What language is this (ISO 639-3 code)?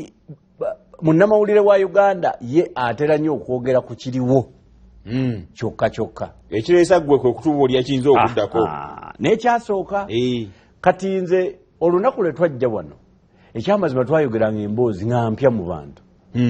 lug